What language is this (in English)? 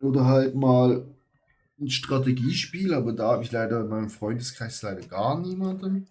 Swiss German